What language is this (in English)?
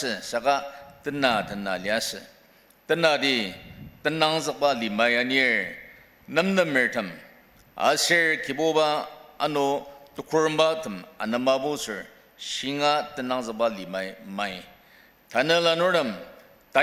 Ao Naga